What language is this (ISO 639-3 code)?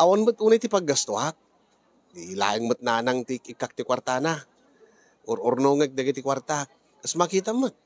ilo